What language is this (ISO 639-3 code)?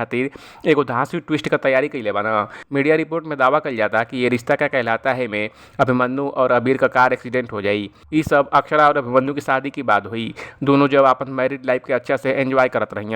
bho